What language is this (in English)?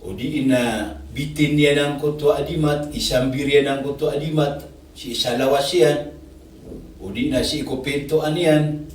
Maranao